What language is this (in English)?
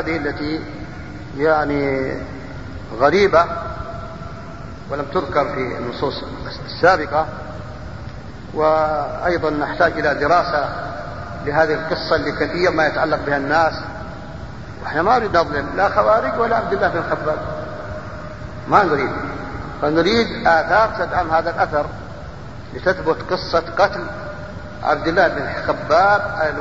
Arabic